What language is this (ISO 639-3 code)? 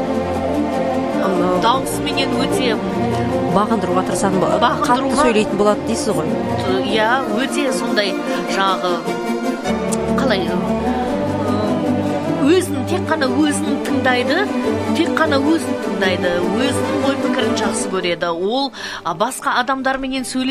kaz